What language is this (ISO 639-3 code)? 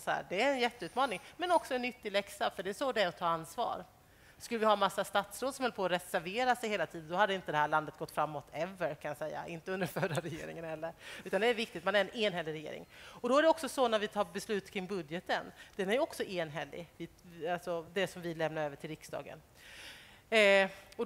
swe